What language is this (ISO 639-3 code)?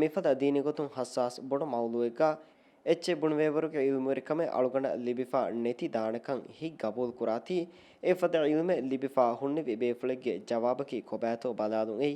div